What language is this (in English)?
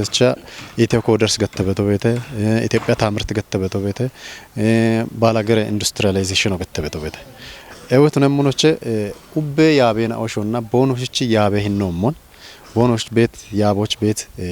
Kafa